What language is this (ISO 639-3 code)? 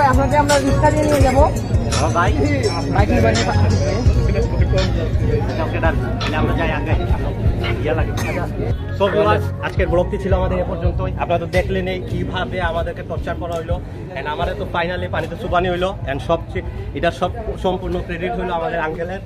ben